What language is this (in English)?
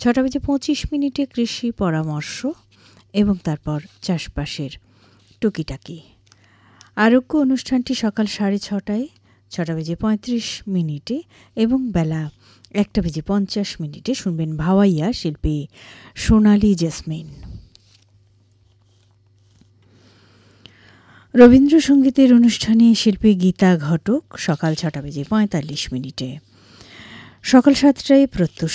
Bangla